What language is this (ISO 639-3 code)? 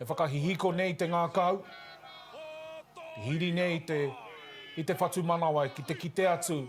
mri